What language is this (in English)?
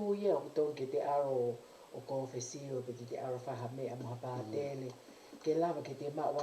Tongan